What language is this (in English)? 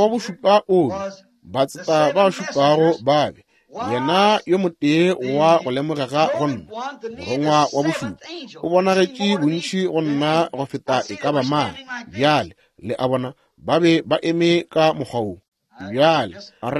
Northern Sotho